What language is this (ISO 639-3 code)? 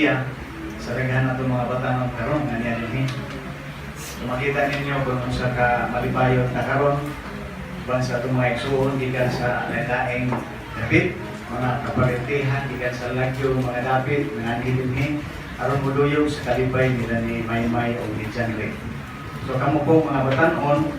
ceb